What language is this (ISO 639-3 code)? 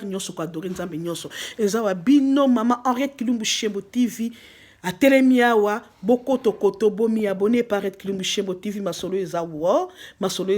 lin